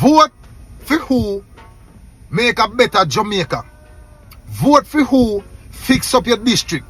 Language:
Jamaican Creole English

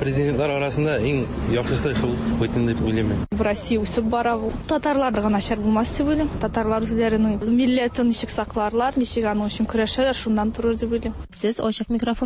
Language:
Tatar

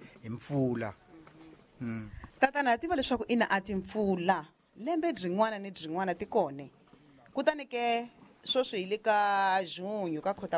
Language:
Tsonga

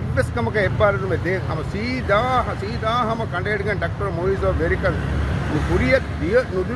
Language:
Divehi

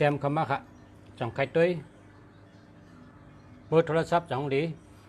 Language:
Shan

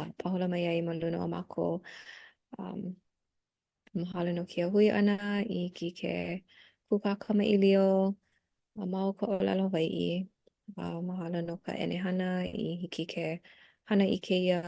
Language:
Hawaiian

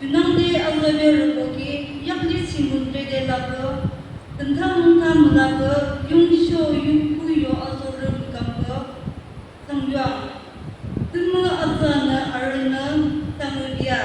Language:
Yimchungru Naga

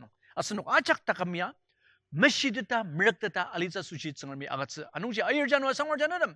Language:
Ao Naga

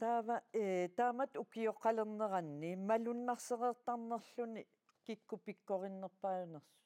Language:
Kalaallisut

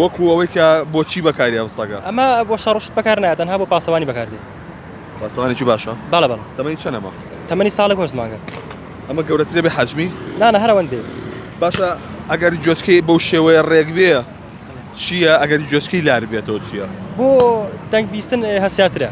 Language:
Central Kurdish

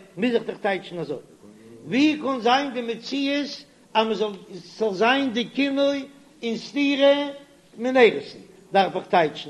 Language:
Yiddish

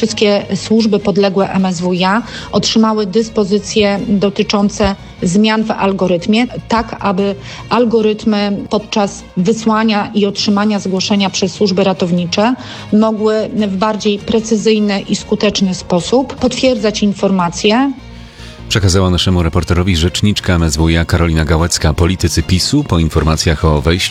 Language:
Polish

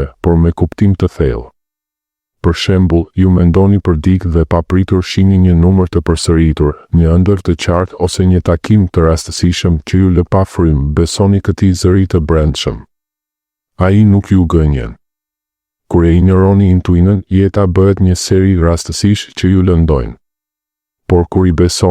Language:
Albanian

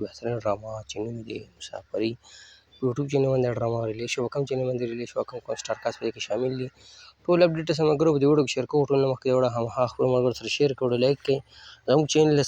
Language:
Pashto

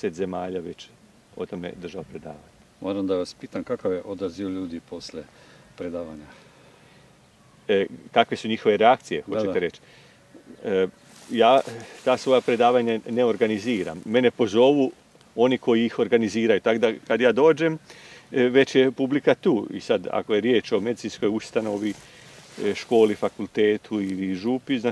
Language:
Croatian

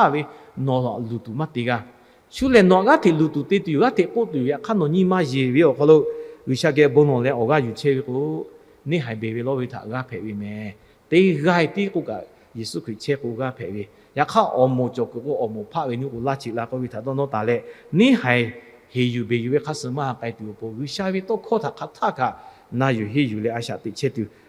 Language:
Lahu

